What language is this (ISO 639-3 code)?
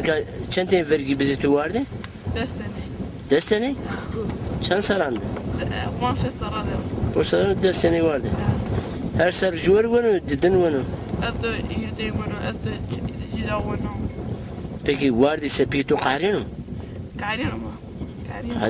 zza